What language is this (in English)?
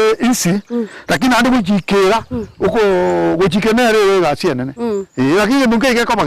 Gusii